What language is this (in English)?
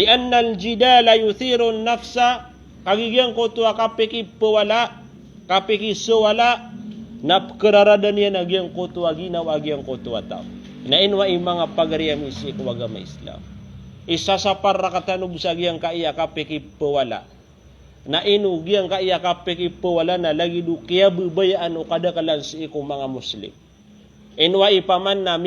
Maranao